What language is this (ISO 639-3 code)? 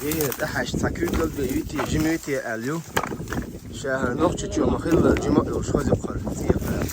che